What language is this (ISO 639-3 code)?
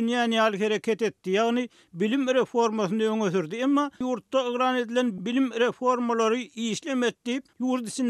tuk